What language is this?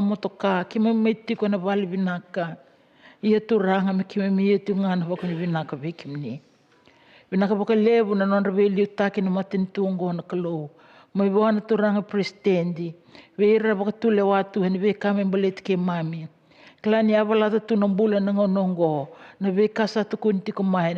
Fijian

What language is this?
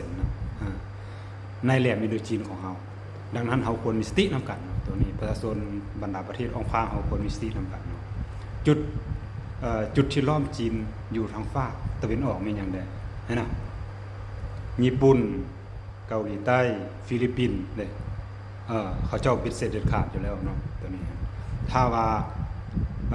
Lao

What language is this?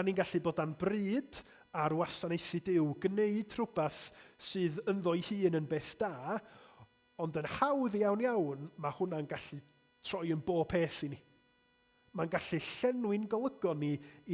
Welsh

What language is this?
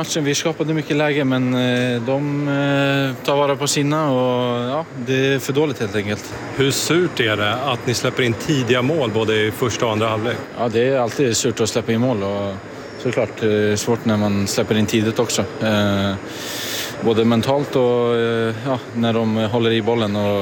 Swedish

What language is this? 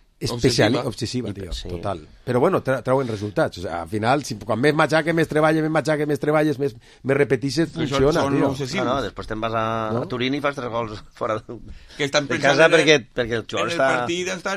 Catalan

